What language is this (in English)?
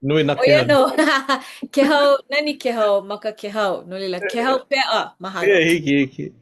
Hawaiian